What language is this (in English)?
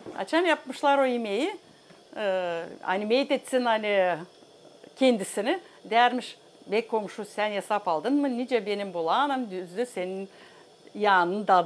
Gagauz